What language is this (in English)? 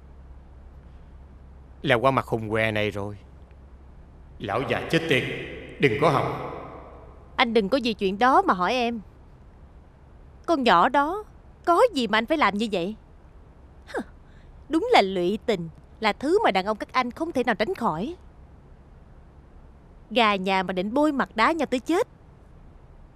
Vietnamese